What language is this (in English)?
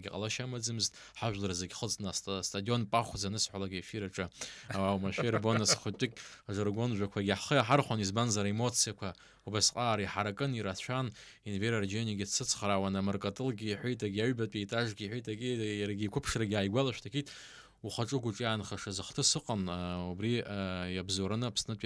Abkhazian